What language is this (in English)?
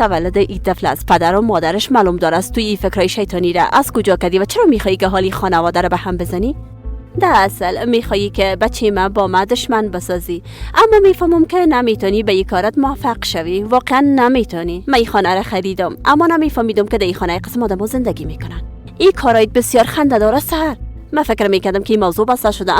Persian